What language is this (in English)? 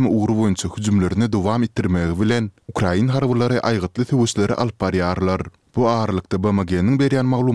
Turkmen